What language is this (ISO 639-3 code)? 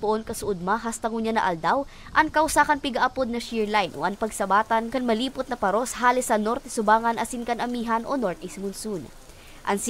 bik